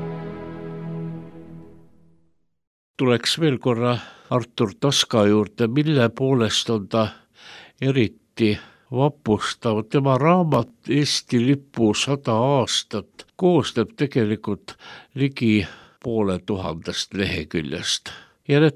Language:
Estonian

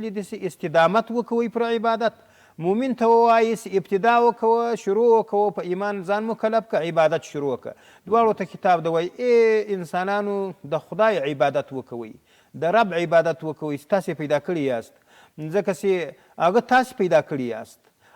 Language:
Pashto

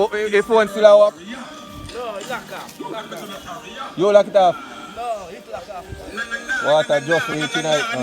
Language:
Jamaican Creole English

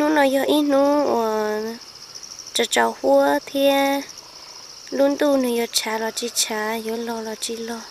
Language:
Hmong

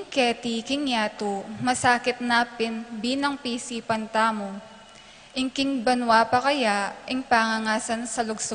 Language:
Pampanga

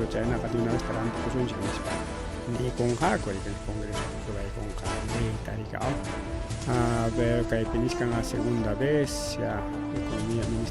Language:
Ayacucho Quechua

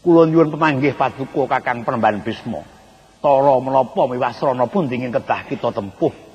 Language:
Javanese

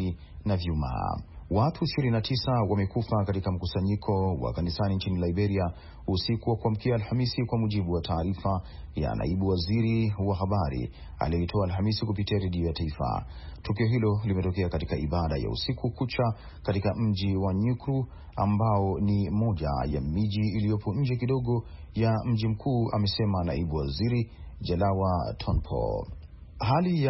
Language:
Swahili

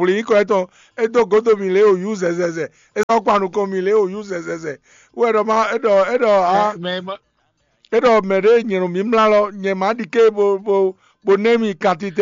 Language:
Fon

